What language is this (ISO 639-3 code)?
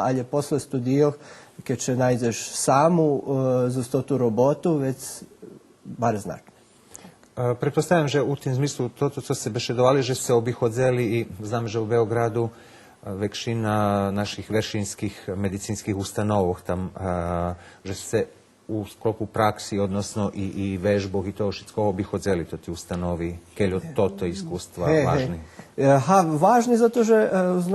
rue